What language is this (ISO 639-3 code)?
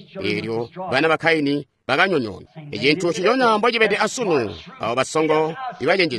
toi